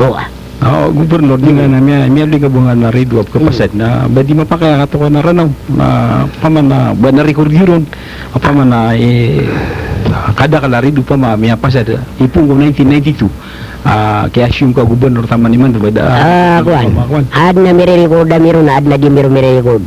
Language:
Maranao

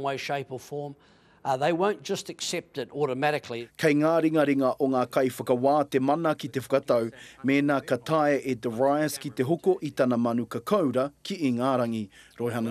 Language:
Māori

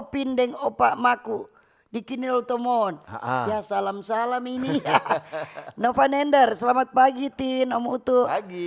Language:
Manado Malay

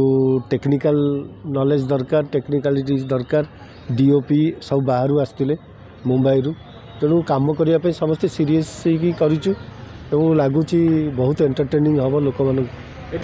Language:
Odia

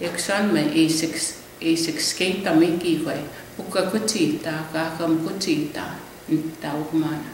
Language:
Plains Cree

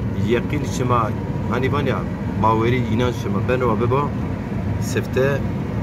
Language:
Zaza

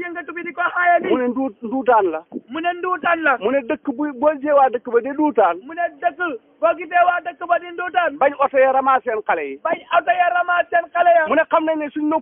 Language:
Wolof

